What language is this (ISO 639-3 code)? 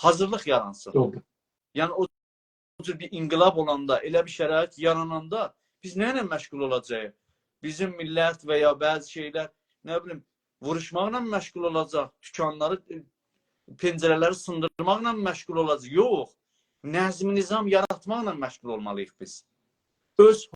azb